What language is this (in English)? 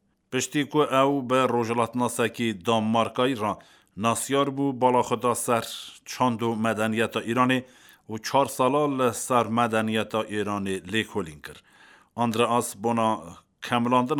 Kurdish